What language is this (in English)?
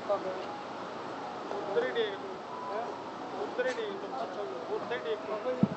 Punjabi